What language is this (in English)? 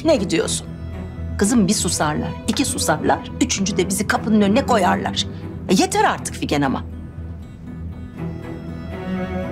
Turkish